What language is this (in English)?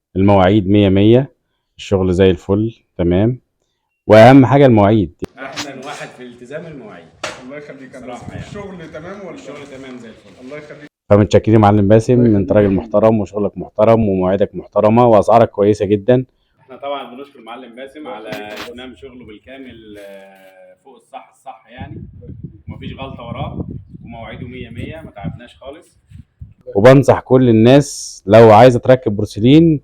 Egyptian Arabic